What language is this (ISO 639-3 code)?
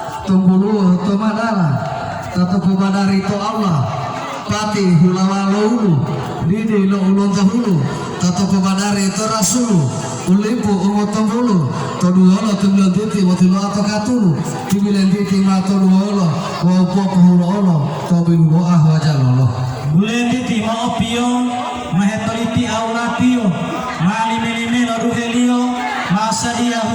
gor